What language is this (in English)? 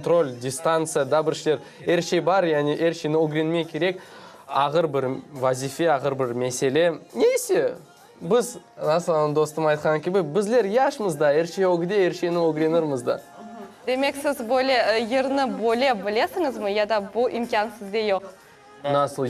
Crimean Tatar